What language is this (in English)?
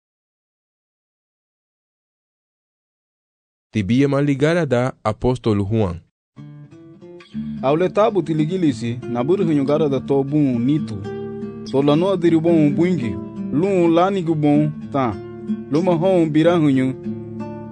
Garifuna